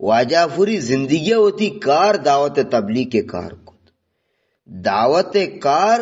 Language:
Eastern Balochi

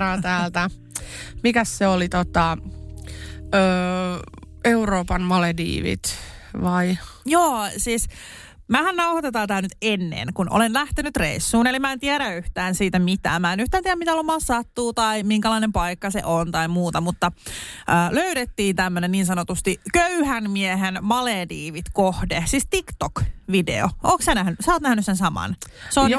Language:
Finnish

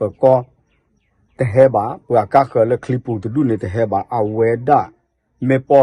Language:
S'gaw Karen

